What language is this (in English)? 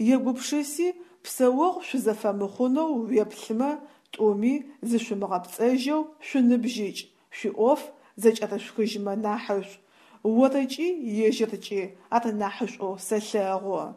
Adyghe